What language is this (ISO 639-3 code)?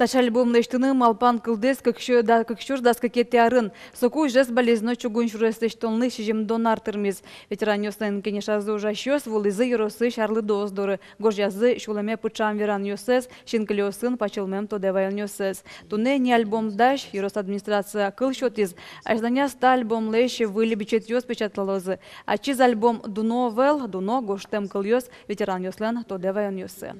udm